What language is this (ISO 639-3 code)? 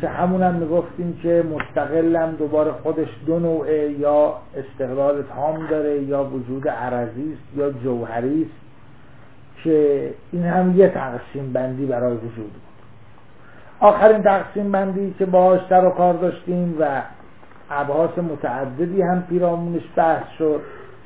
fas